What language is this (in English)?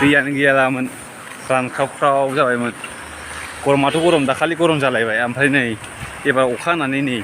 Bodo